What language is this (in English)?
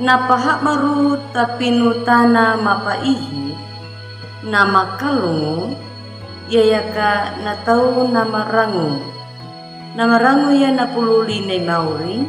Anakalangu